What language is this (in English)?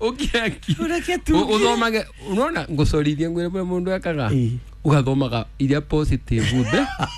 Kikuyu